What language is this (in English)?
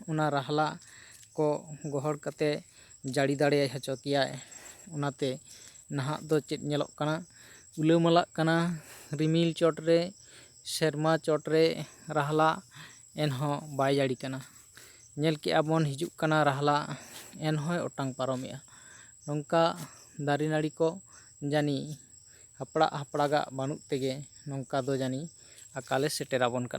Santali